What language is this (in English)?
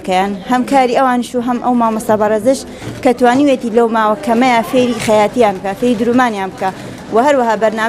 Central Kurdish